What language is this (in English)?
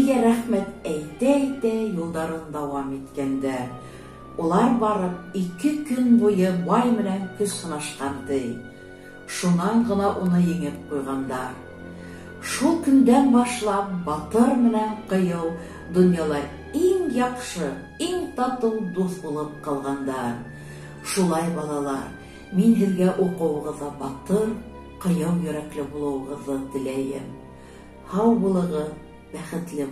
Bashkir